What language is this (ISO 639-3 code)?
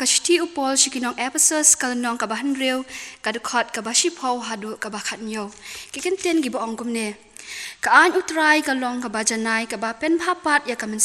kha